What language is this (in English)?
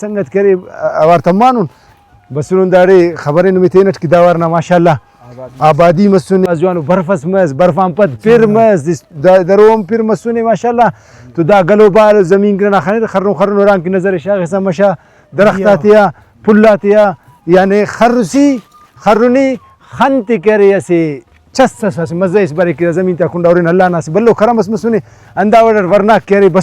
Brahui